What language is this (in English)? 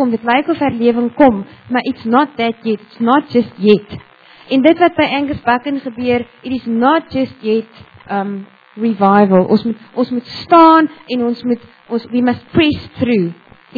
Afrikaans